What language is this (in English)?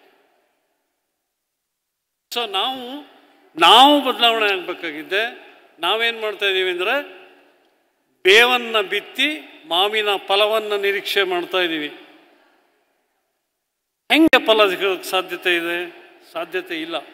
Kannada